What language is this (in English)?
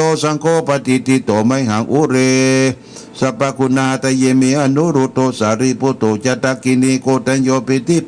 Pali